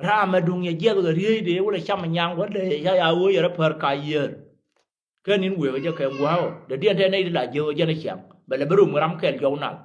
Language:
Nuer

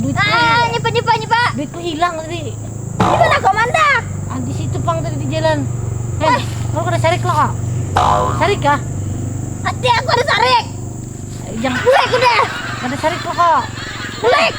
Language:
Banjar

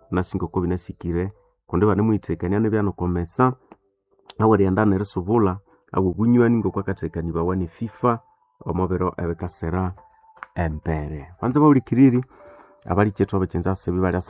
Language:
Nande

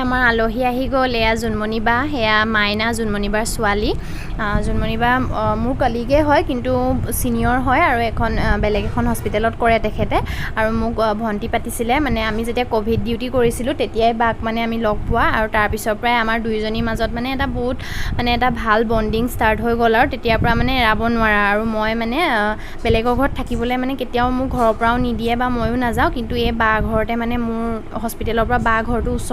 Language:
Assamese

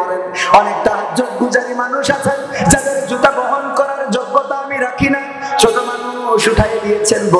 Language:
Bangla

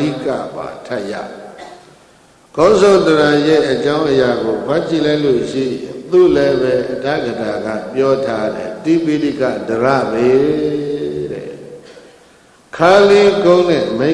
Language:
Burmese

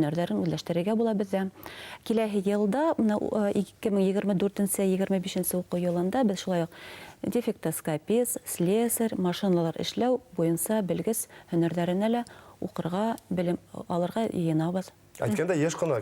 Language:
Bashkir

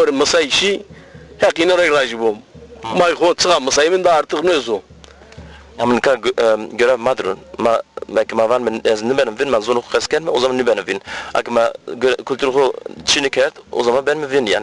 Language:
Zaza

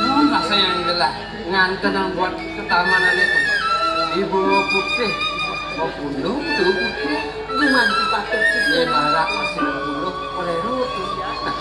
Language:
Balinese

